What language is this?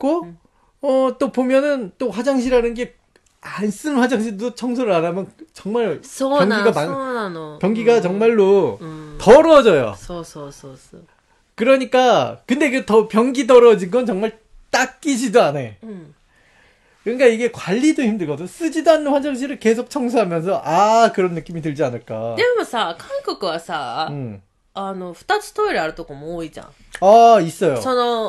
Korean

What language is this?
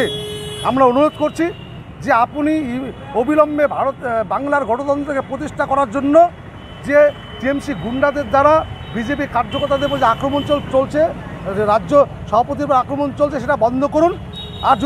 Bangla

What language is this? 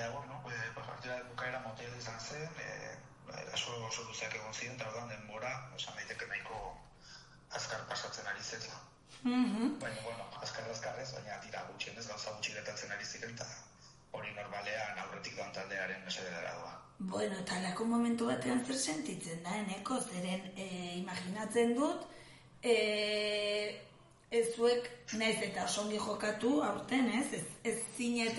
Basque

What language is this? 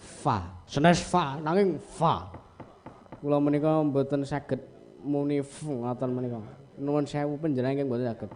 Javanese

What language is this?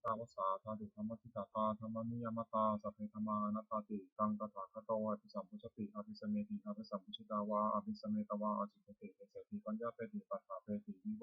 Pali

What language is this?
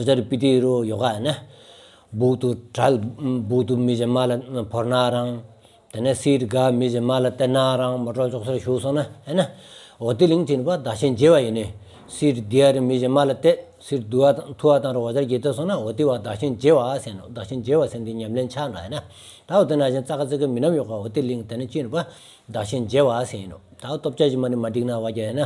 Stod Bhoti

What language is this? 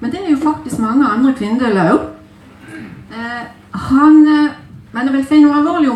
Norwegian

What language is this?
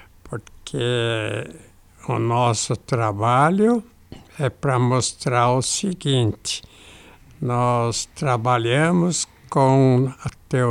Portuguese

